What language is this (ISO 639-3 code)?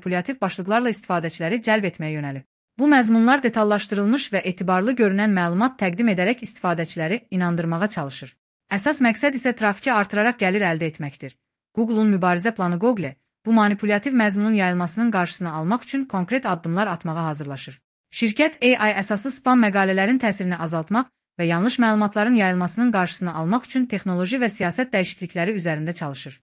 aze